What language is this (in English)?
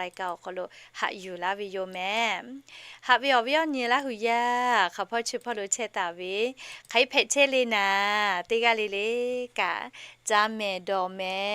Lahu